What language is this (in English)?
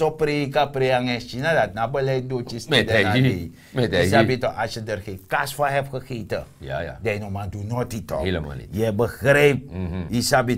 Sranan Tongo